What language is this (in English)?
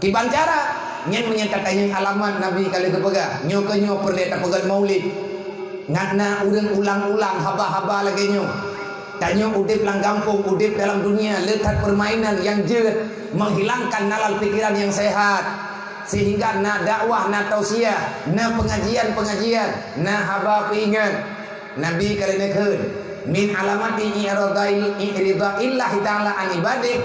Achinese